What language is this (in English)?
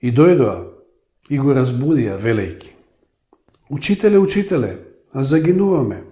Macedonian